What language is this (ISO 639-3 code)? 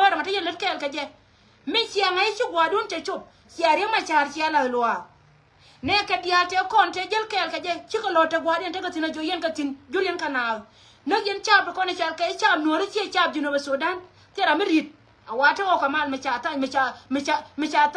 nus